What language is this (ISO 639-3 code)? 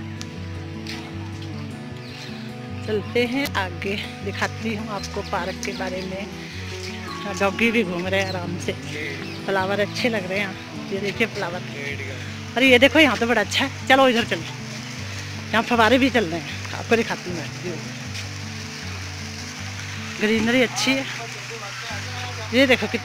hin